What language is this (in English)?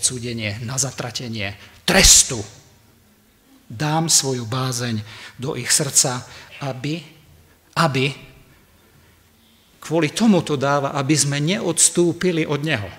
Slovak